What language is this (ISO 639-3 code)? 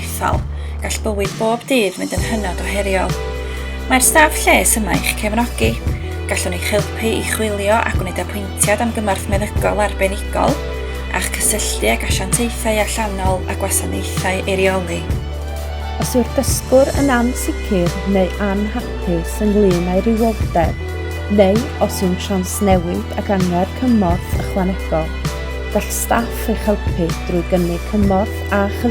cym